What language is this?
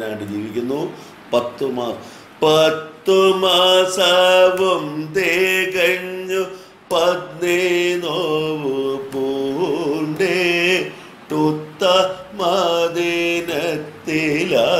Malayalam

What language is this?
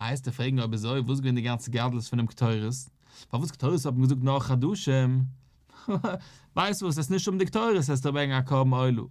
Yiddish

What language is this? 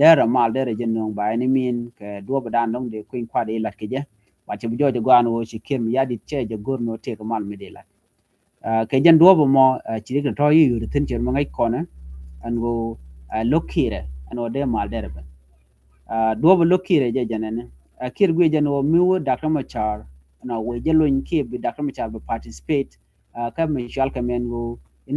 Nuer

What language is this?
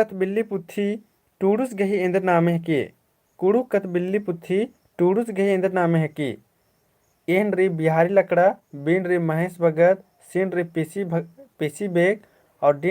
Kurukh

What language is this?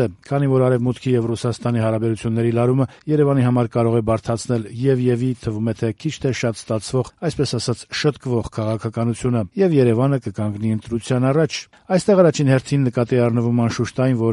Armenian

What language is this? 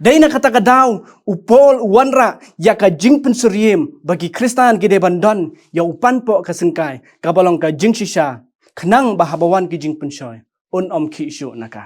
Khasi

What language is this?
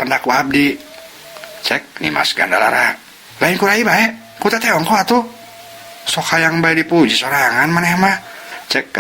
Sundanese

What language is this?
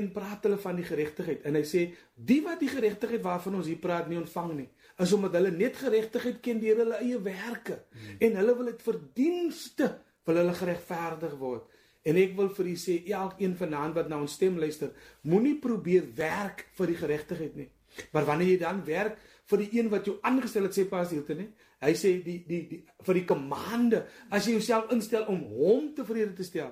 Afrikaans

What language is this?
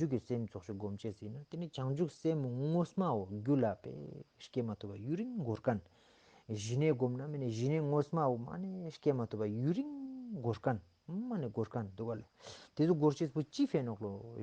Ladakhi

